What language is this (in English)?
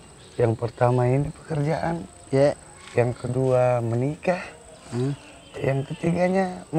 Makassar Malay